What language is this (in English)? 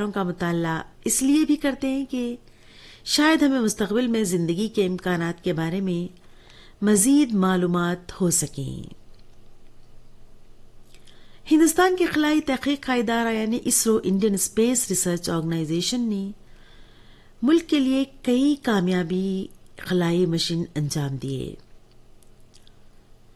Urdu